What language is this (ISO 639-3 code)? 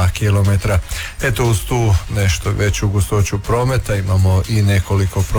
hrv